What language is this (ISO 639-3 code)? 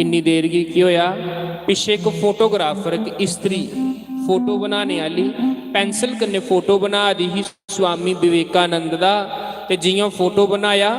doi